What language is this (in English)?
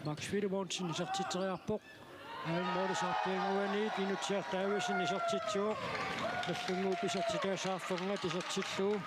Kalaallisut